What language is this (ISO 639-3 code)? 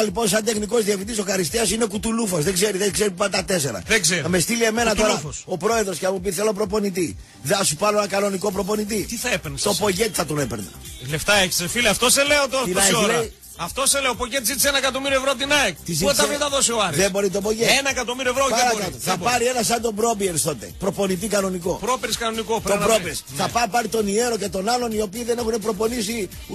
ell